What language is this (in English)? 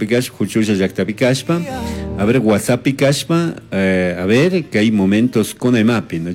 Chimborazo Highland Quichua